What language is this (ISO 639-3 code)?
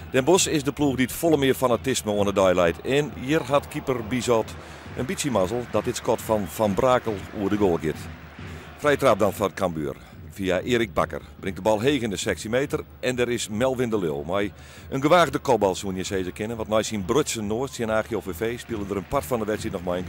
fry